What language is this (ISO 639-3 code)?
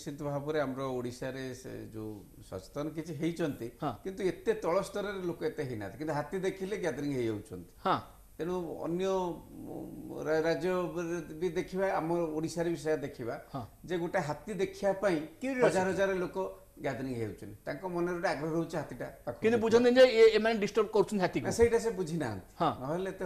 ori